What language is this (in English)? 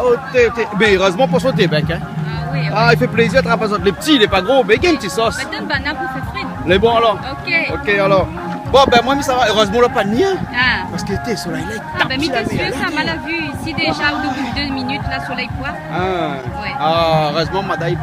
Réunion Creole French